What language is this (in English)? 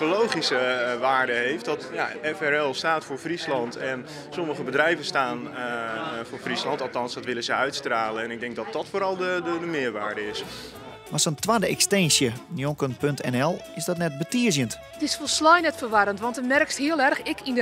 Western Frisian